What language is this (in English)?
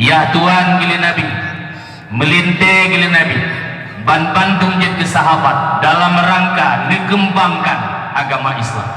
Achinese